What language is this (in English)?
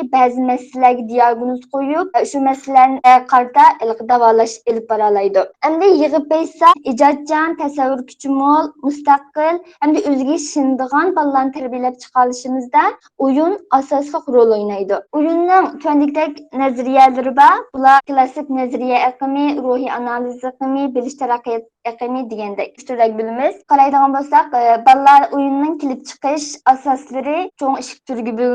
Uyghur